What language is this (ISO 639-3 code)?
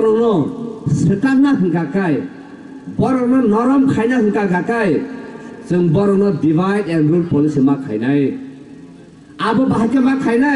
trp